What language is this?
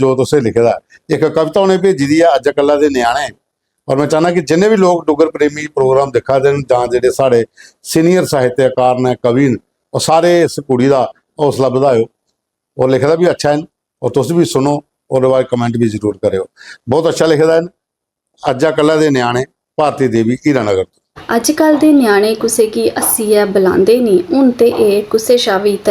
Dogri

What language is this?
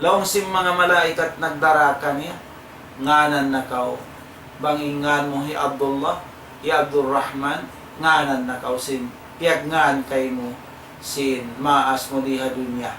Tausug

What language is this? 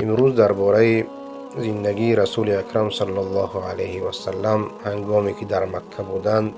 Persian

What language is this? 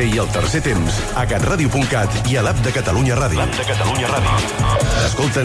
Catalan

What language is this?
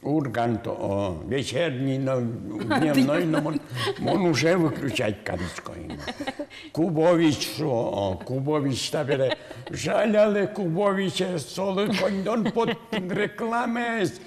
Udmurt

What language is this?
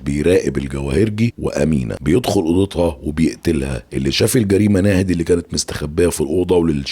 Egyptian Arabic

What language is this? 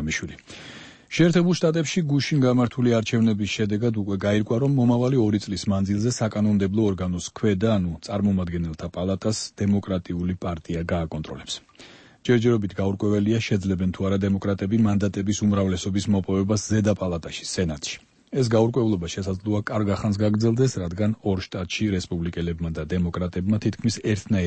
Georgian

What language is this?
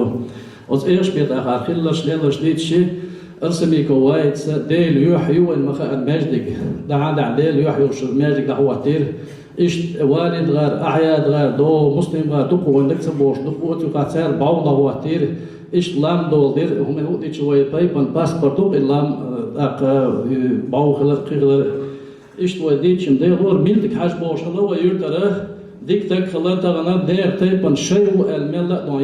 Chechen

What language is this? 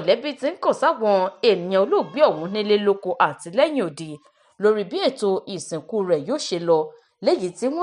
Yoruba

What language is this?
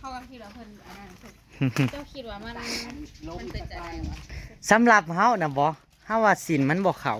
Northeastern Thai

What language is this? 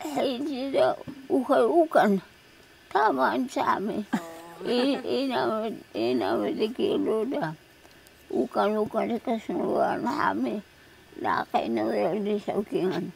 Taroko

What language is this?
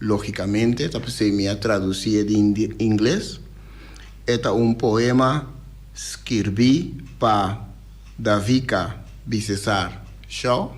Papiamento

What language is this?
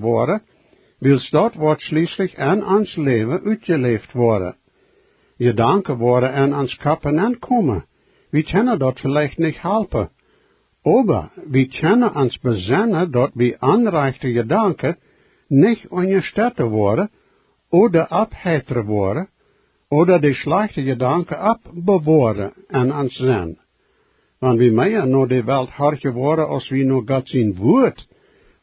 Plautdietsch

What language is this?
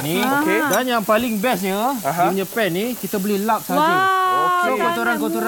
Malay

